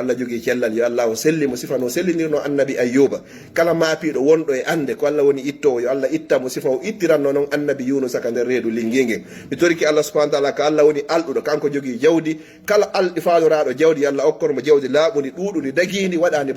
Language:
Fula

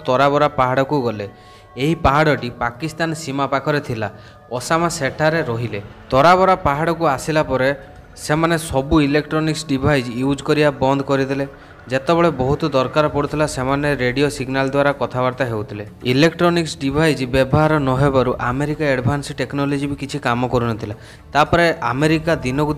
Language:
Odia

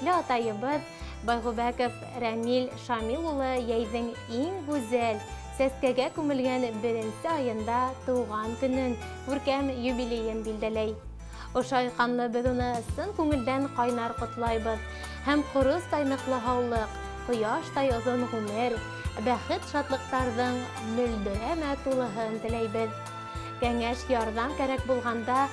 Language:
Bashkir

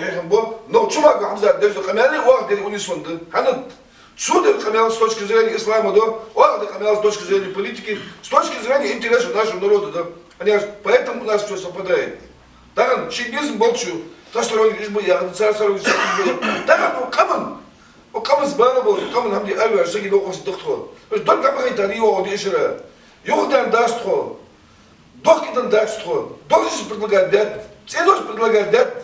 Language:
Ingush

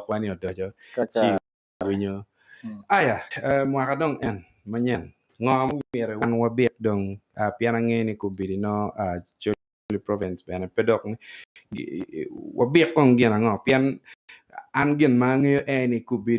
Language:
Acoli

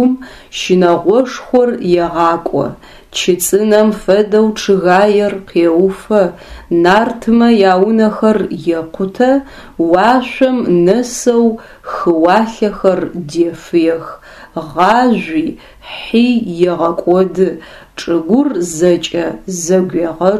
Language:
Adyghe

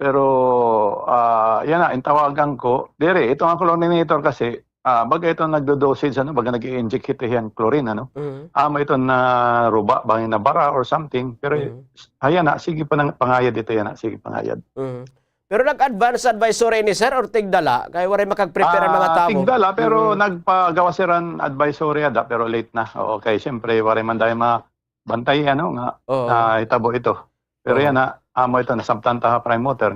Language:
Waray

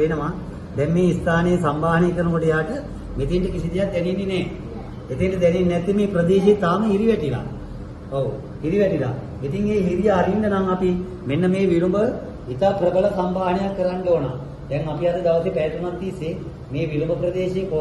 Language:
Sinhala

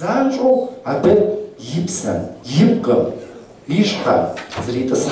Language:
Kabardian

